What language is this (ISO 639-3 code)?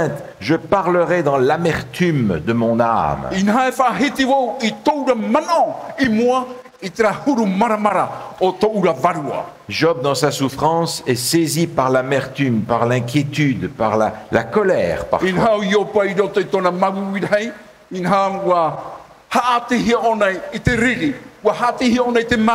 tah